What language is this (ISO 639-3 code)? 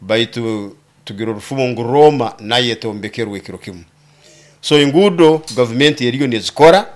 nyo